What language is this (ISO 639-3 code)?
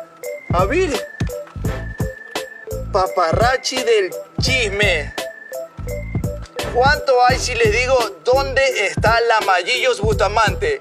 spa